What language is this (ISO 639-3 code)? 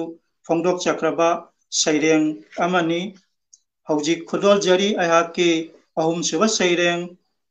mni